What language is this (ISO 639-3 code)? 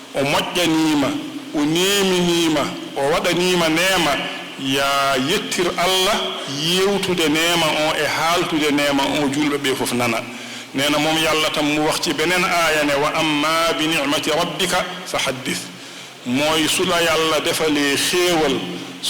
ful